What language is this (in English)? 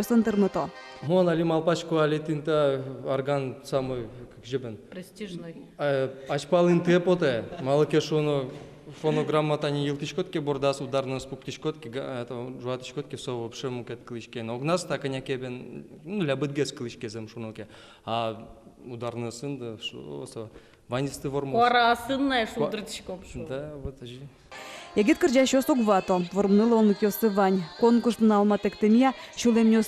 Udmurt